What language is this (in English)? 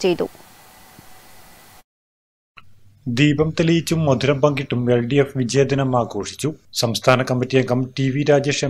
Malayalam